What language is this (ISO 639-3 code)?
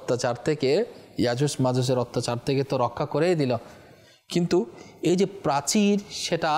ben